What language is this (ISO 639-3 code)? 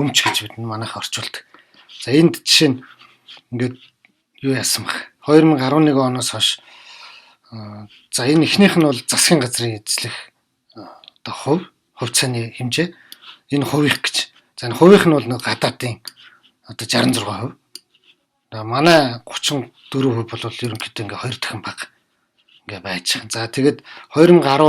mon